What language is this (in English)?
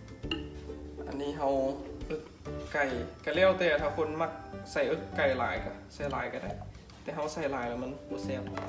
Lao